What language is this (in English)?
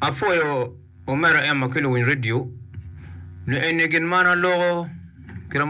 Acoli